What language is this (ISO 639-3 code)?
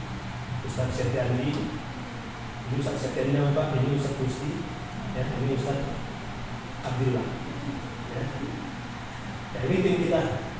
ind